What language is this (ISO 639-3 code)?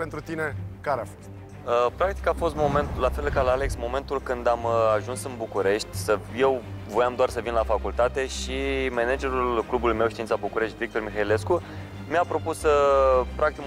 ron